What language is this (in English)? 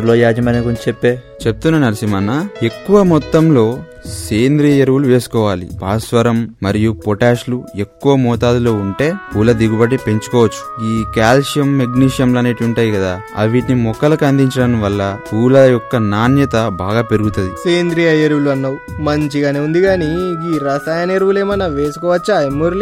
Telugu